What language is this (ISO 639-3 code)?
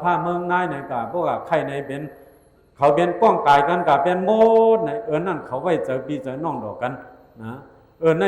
shn